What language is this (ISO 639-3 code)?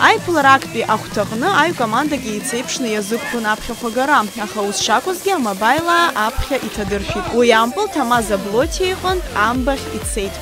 abk